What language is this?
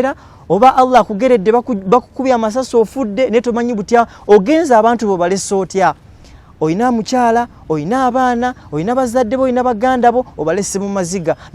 Ganda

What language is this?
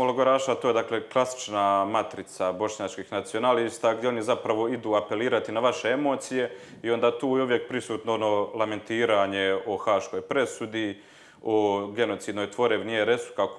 Croatian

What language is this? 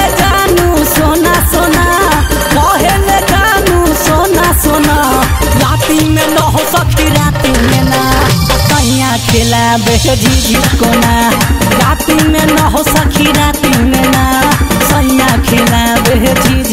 Bhojpuri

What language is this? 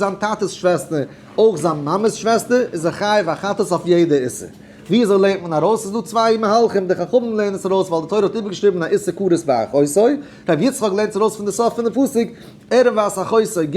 Yiddish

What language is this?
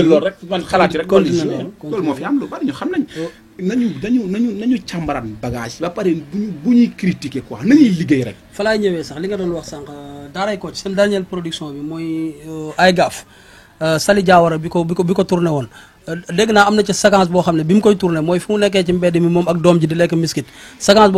Wolof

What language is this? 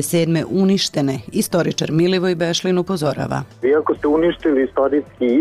Serbian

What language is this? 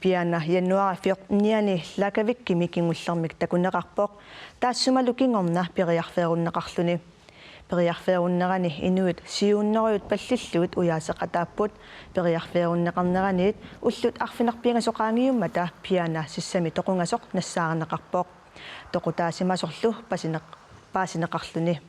Kalaallisut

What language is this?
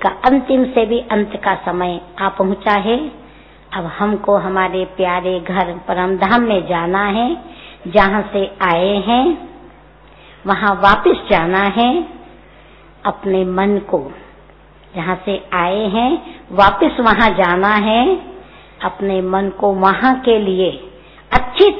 Hindi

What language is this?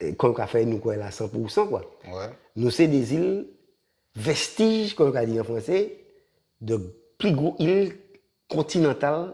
Guadeloupean Creole French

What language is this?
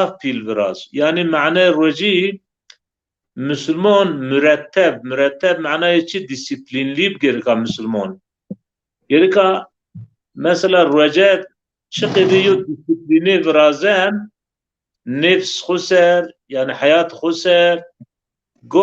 Zaza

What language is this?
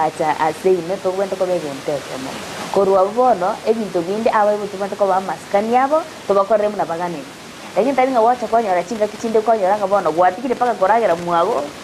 Gusii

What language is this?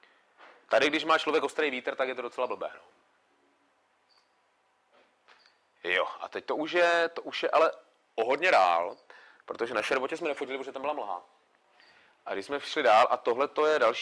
Czech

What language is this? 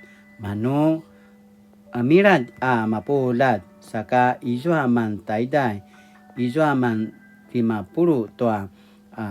Paiwan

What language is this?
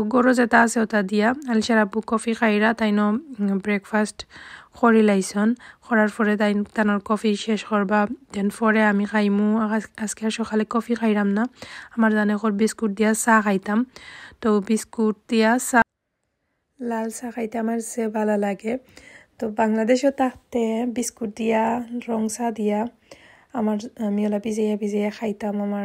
Sylheti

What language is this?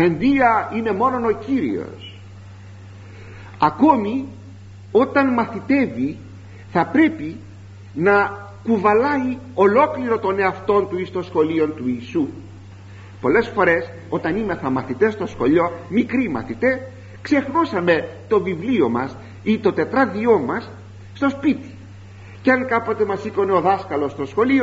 Greek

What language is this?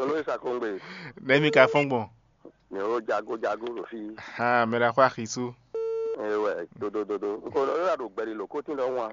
Fon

